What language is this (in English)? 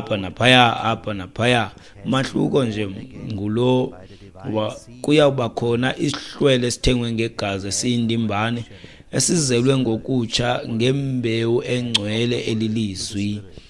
Xhosa